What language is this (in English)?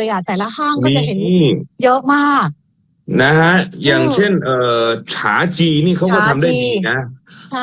Thai